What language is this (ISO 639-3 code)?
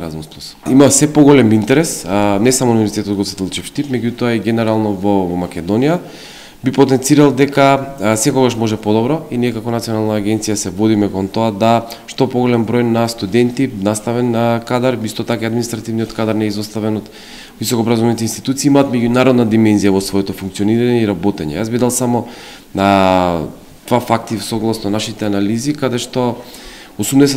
mkd